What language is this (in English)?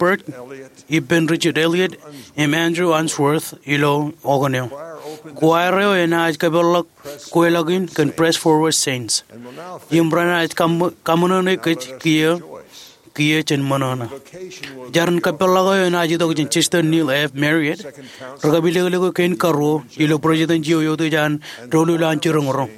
Marshallese